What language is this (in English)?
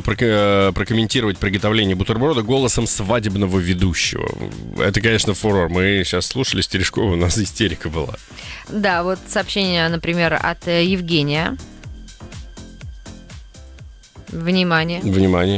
Russian